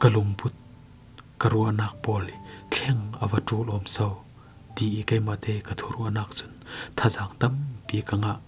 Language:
Falam Chin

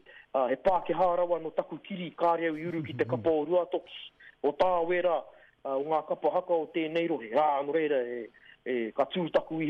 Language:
Māori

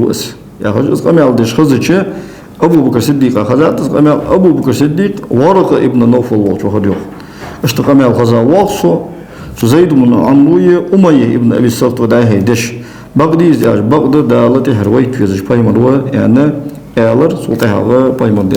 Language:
Ingush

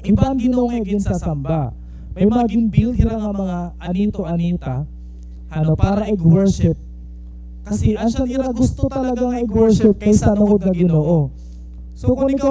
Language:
Waray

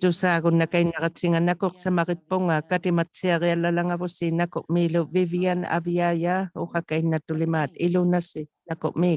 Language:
Inuktitut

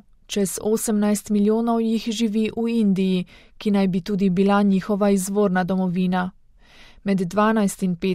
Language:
Slovenian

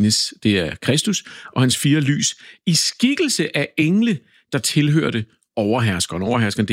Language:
Danish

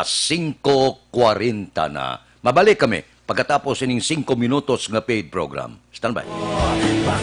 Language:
Hiligaynon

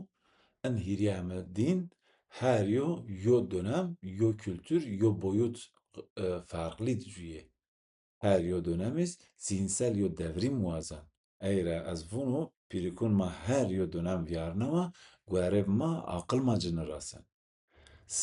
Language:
Zaza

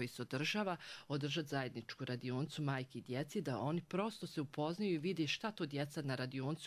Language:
Bosnian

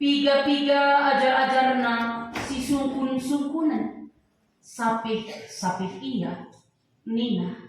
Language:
Batak Karo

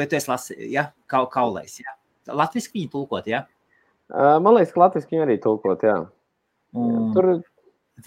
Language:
Latvian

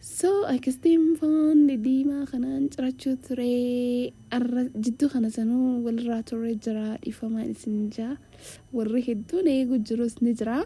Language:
Oromo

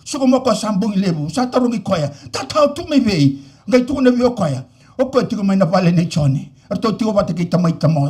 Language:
Fijian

